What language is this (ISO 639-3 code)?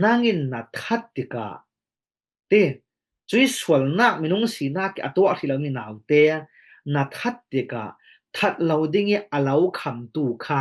cfm